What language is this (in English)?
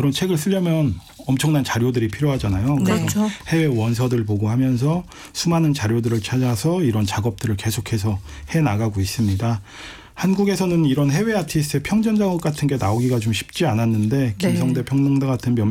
Korean